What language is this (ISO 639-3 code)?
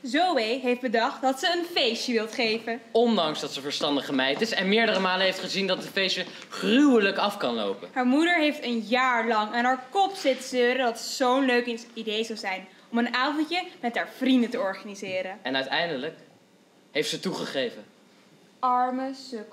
nld